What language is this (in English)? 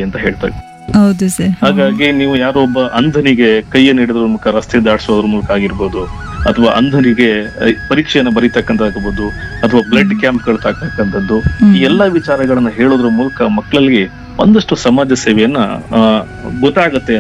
Kannada